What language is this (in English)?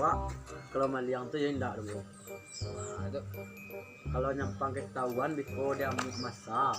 Minangkabau